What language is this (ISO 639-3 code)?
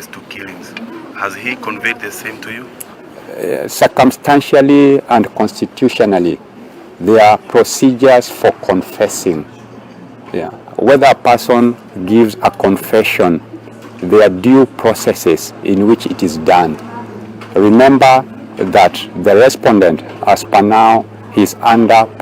guz